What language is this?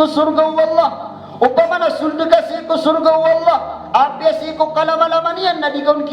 Maranao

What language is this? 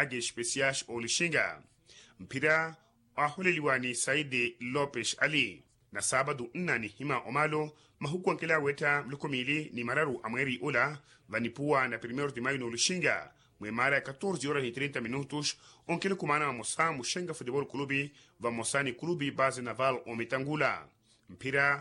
Makhuwa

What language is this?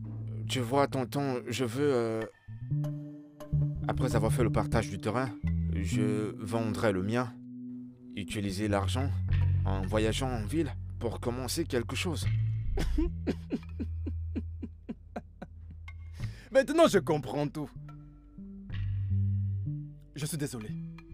French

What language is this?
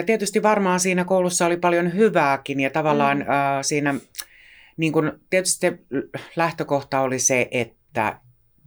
Finnish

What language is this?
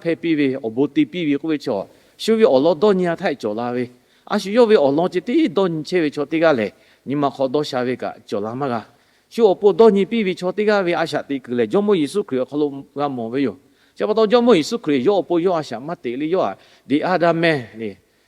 Lahu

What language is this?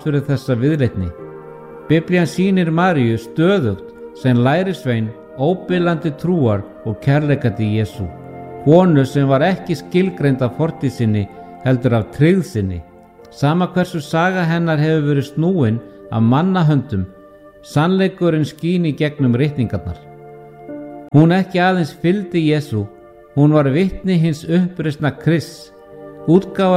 Icelandic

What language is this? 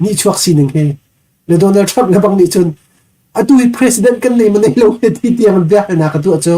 Hakha Chin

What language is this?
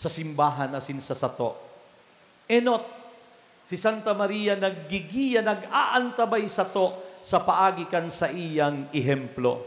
Bikol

